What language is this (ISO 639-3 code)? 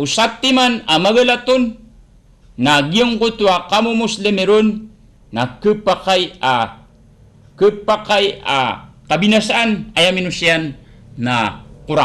mrw